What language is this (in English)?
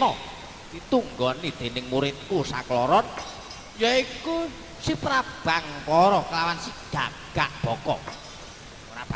Javanese